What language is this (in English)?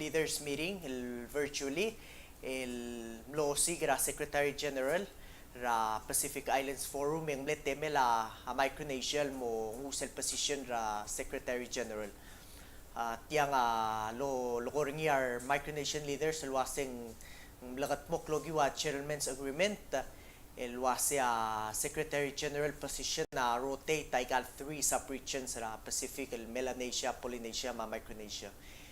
Palauan